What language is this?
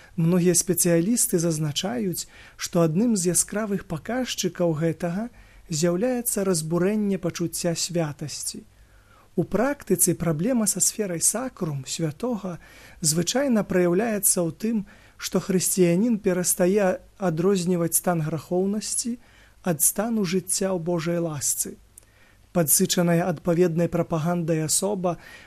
Belarusian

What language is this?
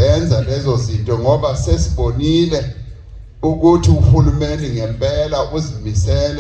Zulu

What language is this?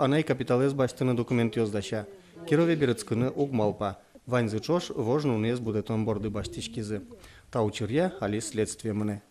Udmurt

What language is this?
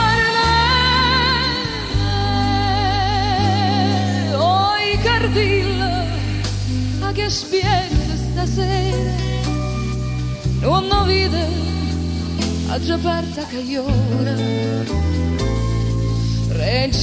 Italian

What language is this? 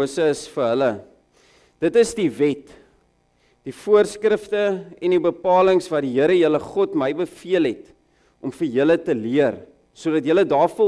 Afrikaans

